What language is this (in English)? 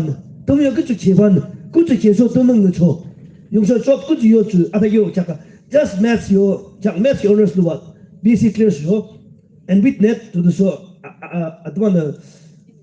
Yimchungru Naga